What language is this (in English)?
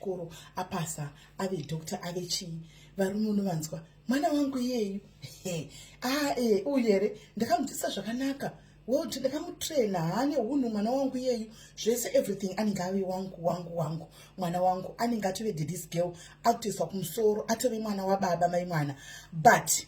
Shona